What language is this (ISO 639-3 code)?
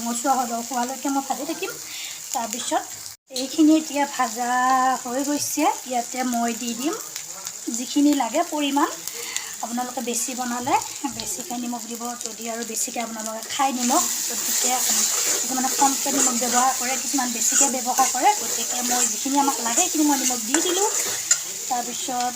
asm